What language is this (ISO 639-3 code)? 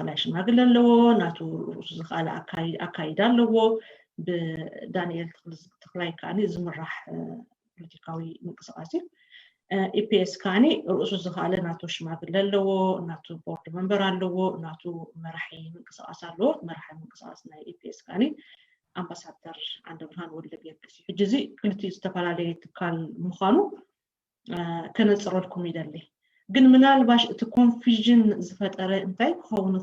tir